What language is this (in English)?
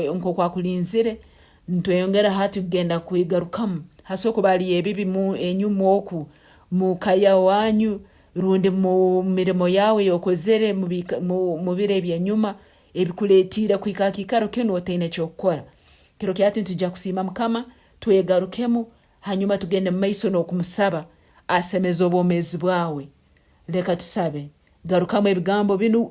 Tooro